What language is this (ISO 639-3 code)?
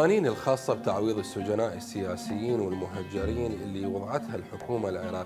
acm